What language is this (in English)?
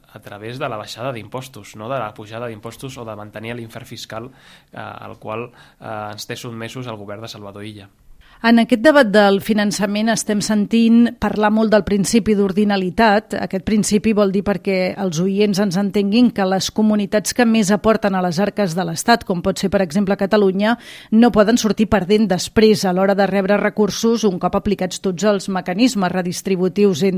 Catalan